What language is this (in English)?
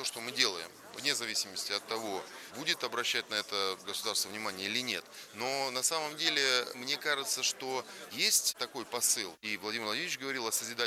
Russian